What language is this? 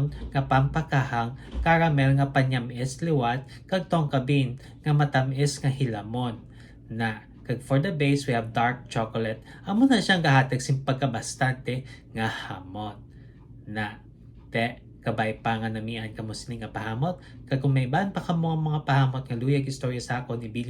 Hiligaynon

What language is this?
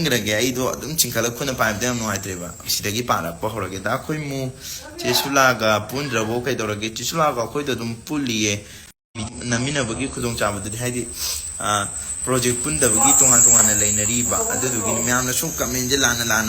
Manipuri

